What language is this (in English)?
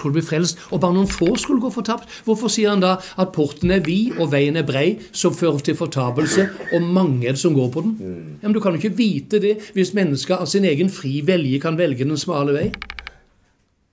Norwegian